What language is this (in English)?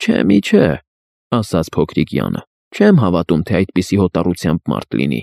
Armenian